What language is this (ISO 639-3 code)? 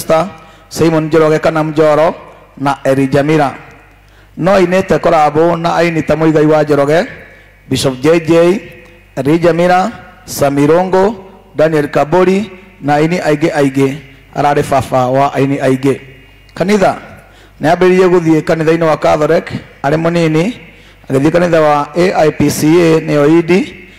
kik